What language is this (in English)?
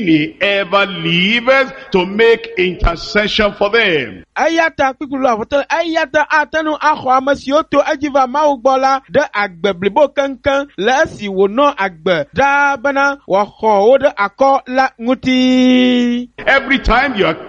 Ewe